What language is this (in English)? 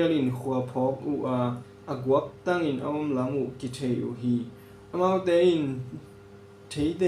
Tedim Chin